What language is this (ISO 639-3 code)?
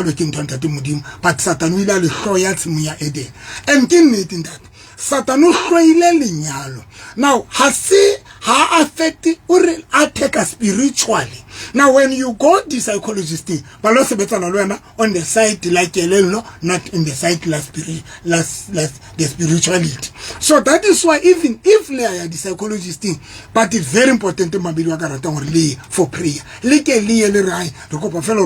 sot